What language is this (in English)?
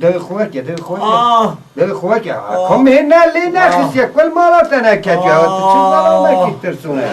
Kurdish